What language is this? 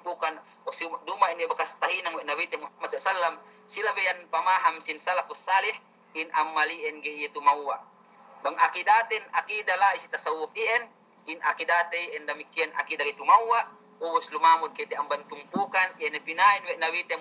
Yakan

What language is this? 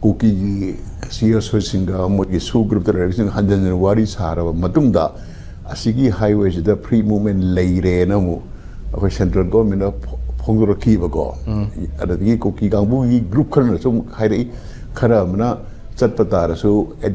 Manipuri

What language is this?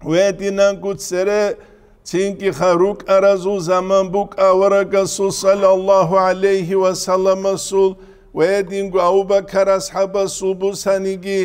Avaric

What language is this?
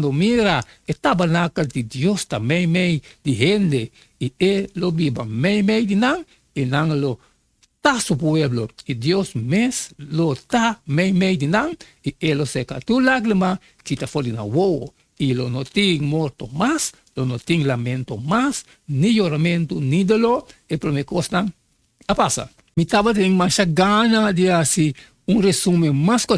Papiamento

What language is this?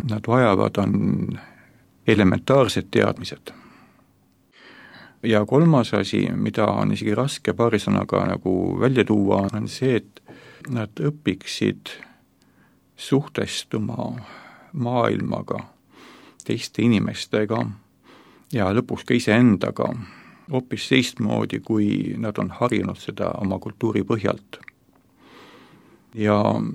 Estonian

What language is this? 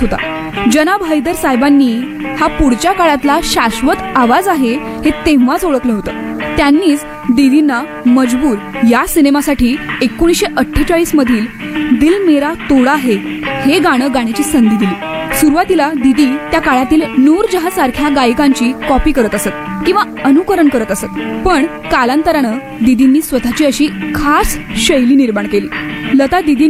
Marathi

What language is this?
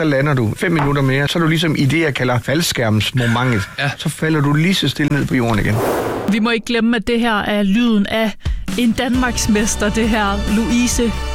Danish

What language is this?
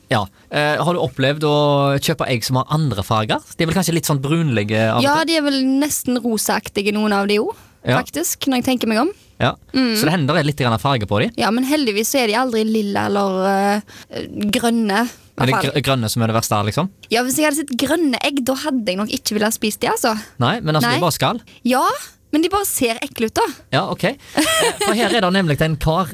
Norwegian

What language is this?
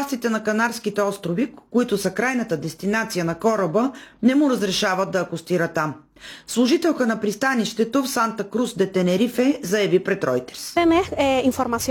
Bulgarian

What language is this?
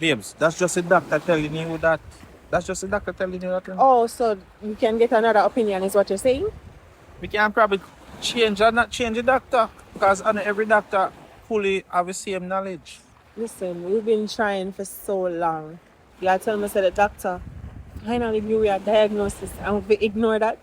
Jamaican Creole English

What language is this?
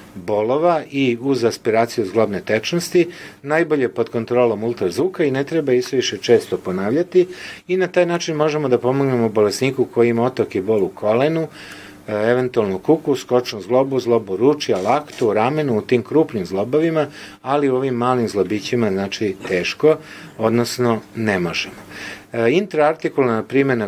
Serbian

